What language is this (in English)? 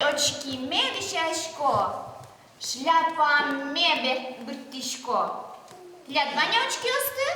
Udmurt